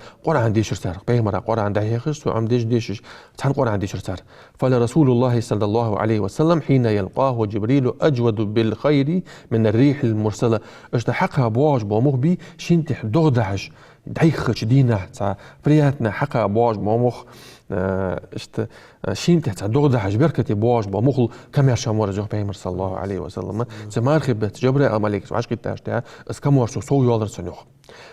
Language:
Ingush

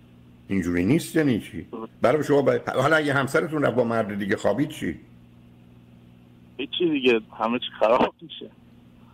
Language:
Persian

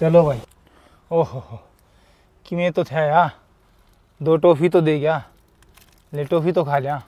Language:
Haryanvi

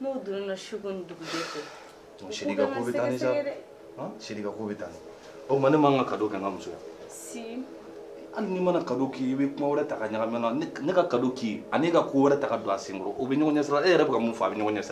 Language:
Bambara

